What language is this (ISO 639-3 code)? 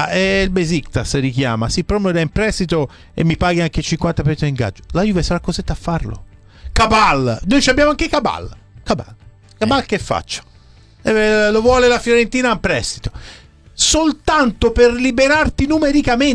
ita